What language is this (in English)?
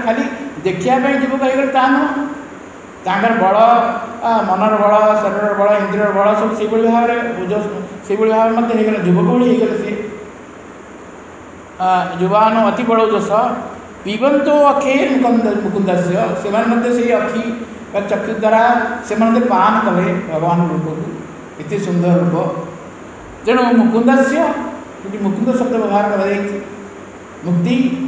Odia